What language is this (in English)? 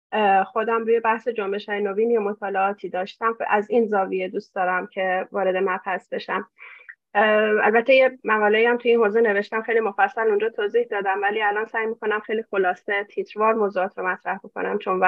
Persian